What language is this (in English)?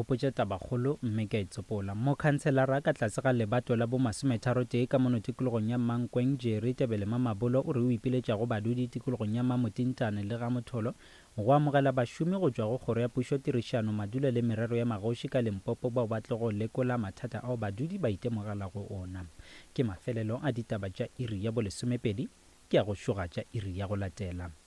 Northern Sotho